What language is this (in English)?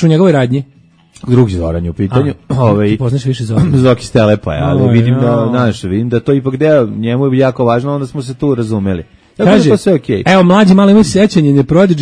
Serbian